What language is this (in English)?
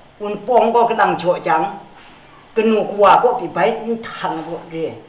Kachin